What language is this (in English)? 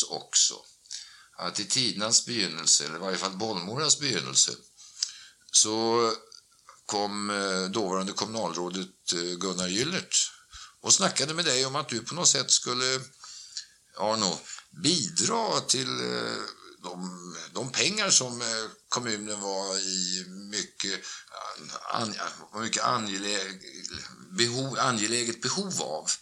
Swedish